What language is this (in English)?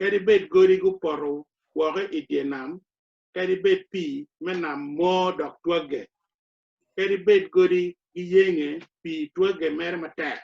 Acoli